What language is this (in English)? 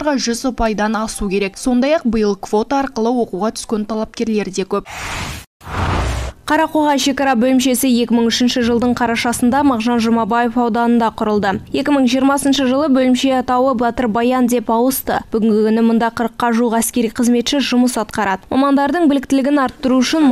Kazakh